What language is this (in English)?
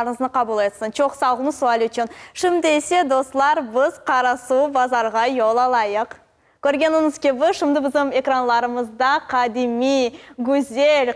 Crimean Tatar